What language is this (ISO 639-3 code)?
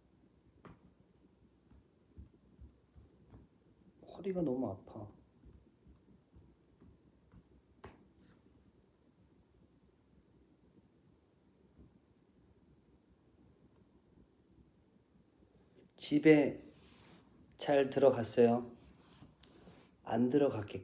kor